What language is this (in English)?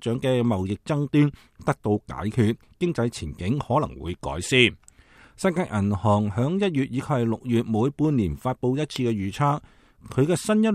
Cantonese